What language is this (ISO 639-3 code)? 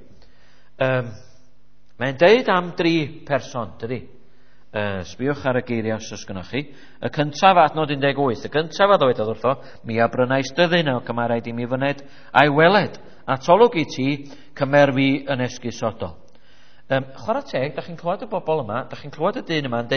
cym